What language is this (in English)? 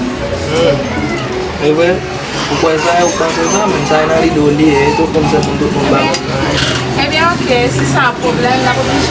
Haitian Creole